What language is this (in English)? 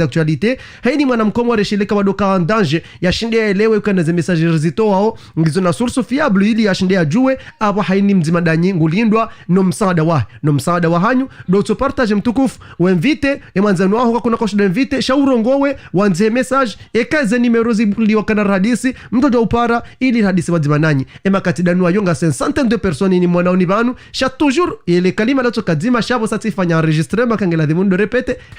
Ngazidja Comorian